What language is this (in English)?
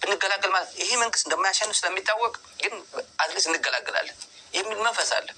Amharic